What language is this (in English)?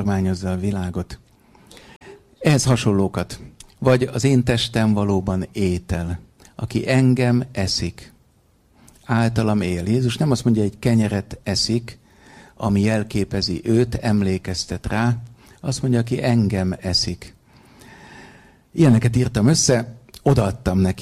Hungarian